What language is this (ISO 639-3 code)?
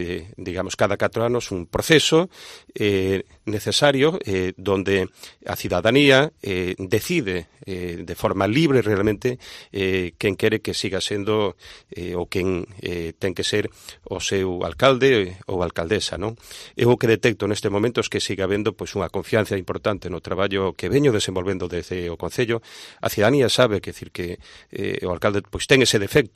glg